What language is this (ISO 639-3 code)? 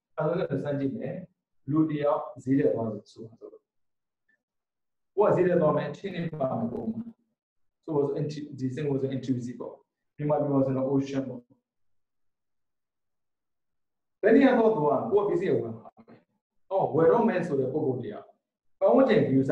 mya